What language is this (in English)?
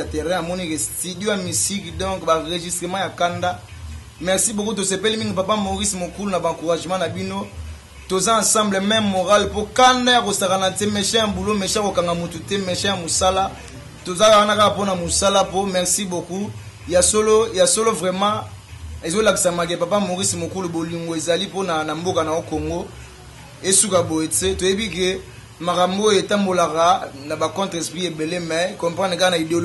Lingala